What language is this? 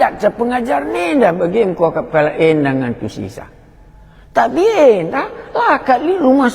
Batak Karo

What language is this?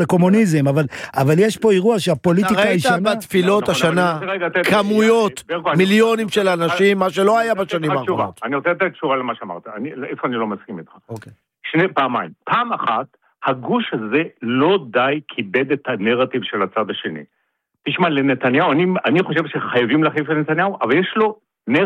Hebrew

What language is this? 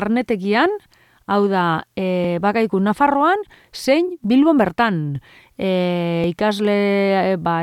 Basque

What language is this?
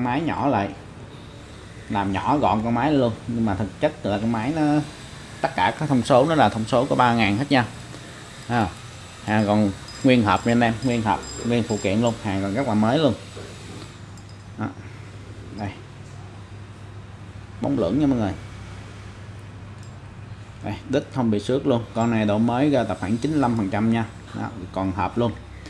Vietnamese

